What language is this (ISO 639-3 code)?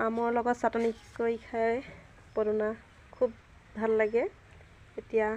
asm